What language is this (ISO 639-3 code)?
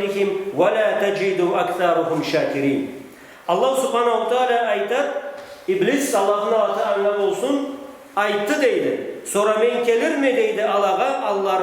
krc